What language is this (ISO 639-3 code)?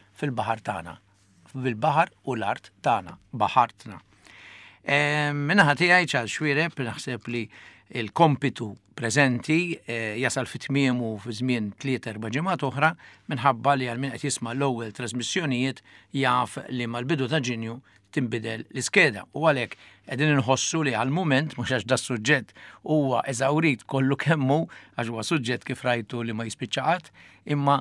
mlt